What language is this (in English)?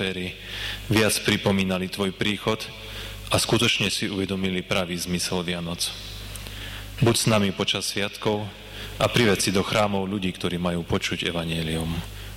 Slovak